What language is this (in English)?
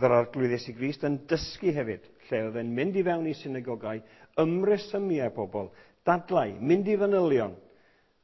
Welsh